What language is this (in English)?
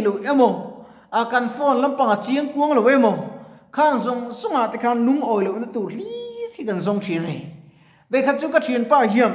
Mizo